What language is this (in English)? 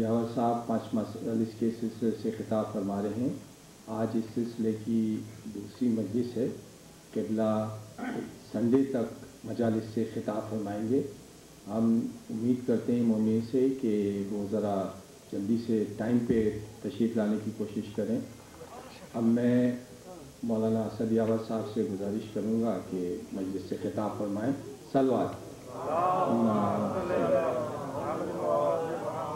Urdu